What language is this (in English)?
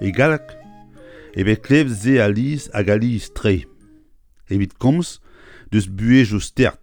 Breton